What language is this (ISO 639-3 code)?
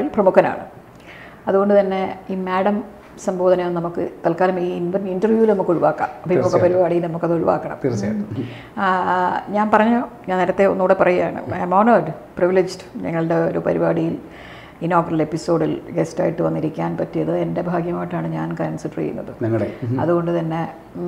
mal